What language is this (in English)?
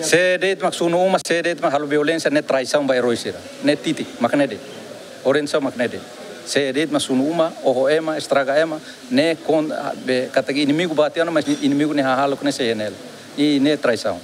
Tetum